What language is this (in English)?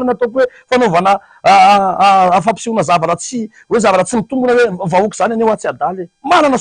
Malagasy